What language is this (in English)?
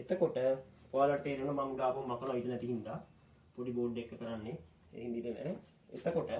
Sinhala